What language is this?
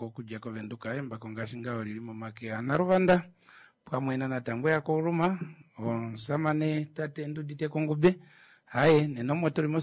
Kuanyama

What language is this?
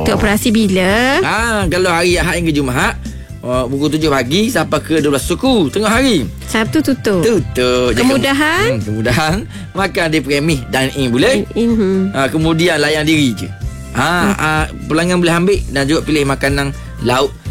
Malay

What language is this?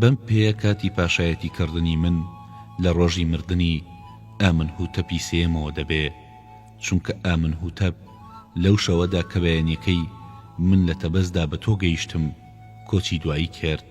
Central Kurdish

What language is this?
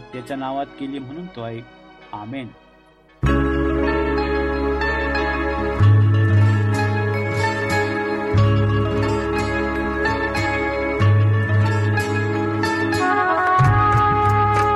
Marathi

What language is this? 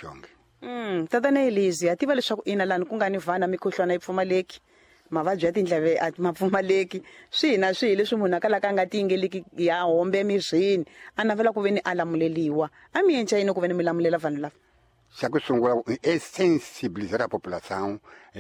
Tsonga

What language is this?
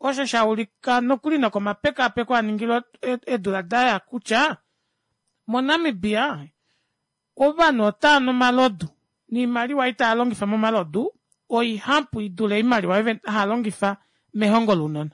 Kuanyama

